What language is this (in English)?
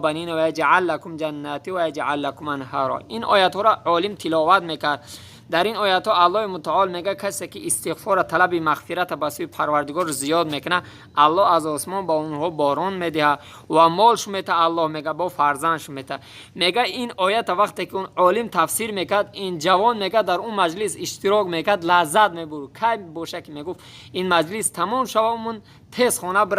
Tajik